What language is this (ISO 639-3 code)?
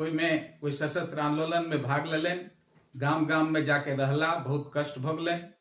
mai